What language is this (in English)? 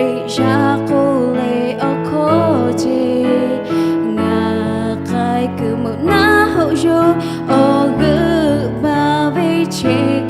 Lahu